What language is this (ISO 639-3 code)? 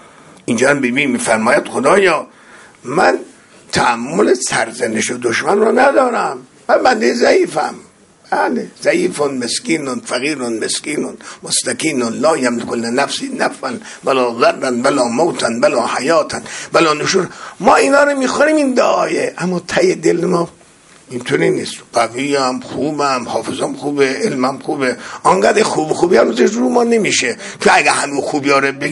fas